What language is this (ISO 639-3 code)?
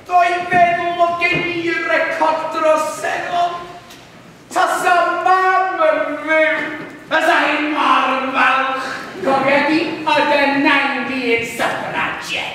cym